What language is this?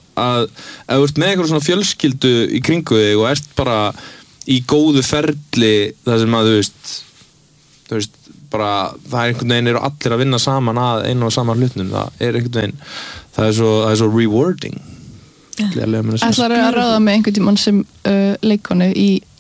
Icelandic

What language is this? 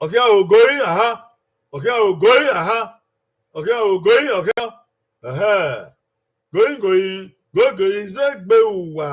Bini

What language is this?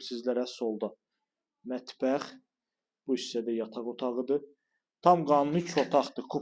Azerbaijani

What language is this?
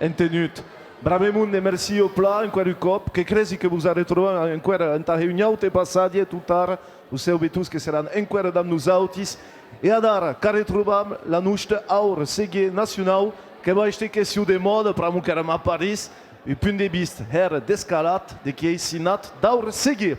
Occitan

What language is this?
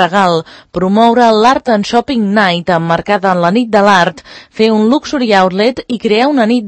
Catalan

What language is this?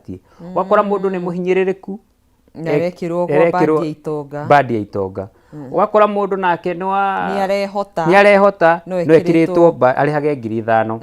Kikuyu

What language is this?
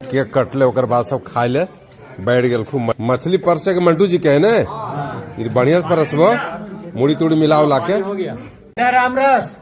Magahi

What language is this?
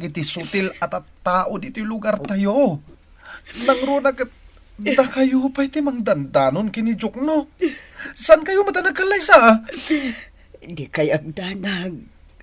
Iloko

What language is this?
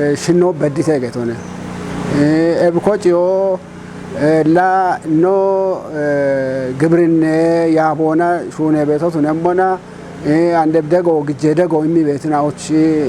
Kafa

